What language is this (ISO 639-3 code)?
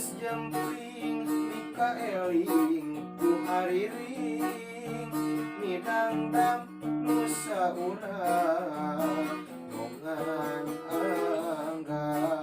sun